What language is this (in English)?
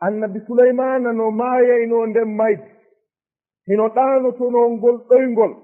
Fula